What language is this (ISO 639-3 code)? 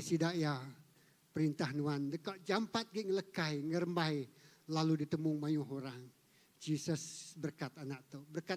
iba